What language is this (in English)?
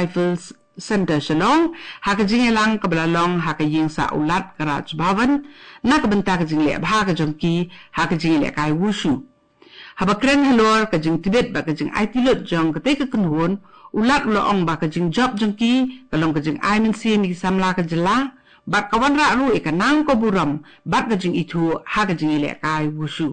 Khasi